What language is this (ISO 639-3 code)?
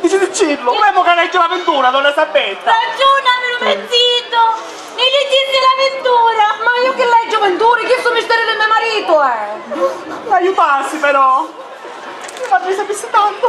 scn